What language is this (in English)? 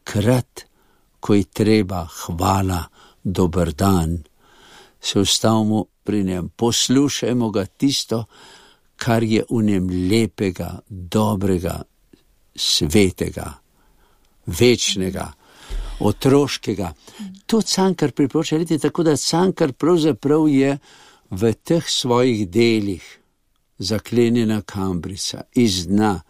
Slovenian